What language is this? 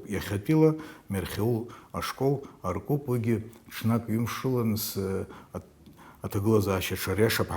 Abkhazian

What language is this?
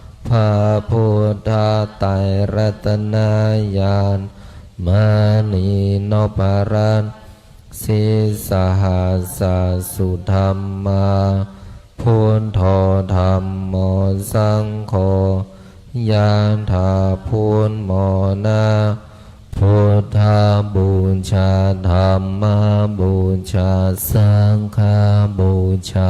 Pali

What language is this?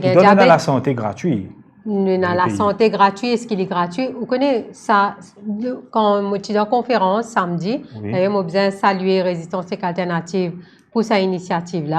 Morisyen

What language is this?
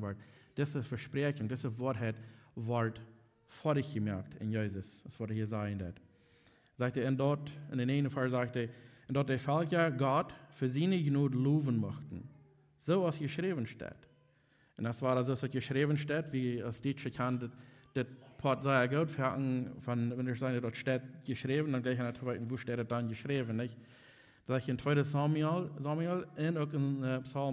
Plautdietsch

